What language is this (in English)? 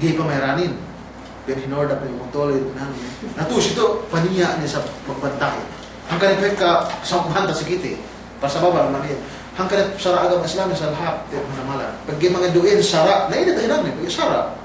Yakan